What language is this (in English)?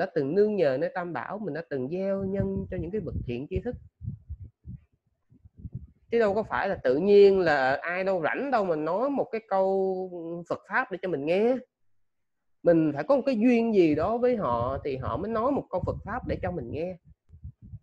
Vietnamese